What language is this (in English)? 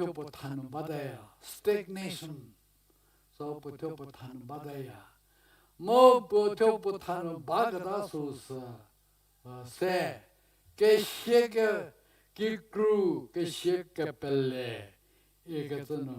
Angami Naga